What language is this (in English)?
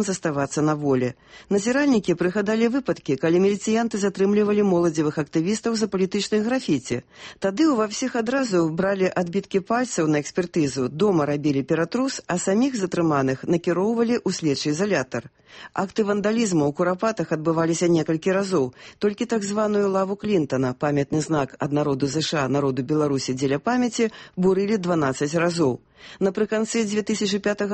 Belarusian